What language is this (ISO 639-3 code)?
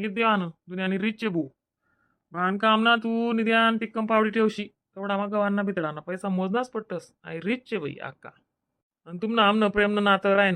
khn